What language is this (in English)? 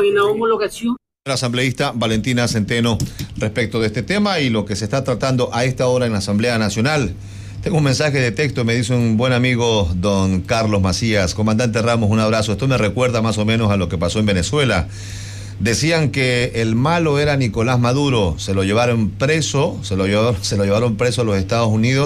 Spanish